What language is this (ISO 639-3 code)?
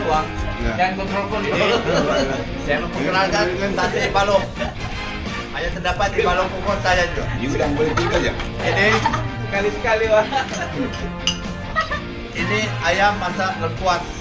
msa